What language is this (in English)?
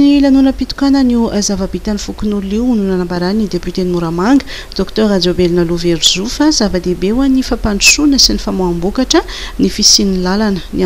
Malagasy